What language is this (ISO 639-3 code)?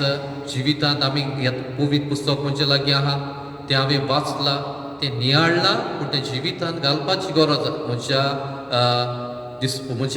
kok